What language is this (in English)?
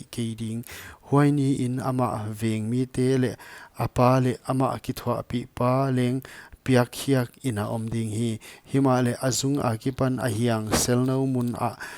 Paite Chin